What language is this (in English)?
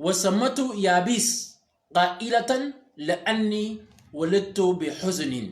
Shilluk